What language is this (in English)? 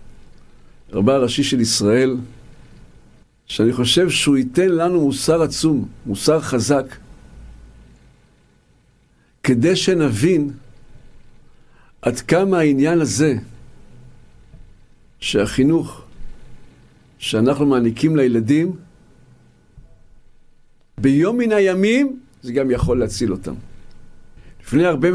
Hebrew